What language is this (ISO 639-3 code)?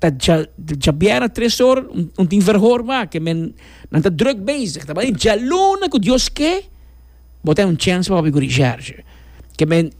pap